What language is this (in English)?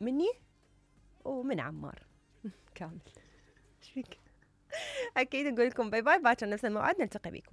Mesopotamian Arabic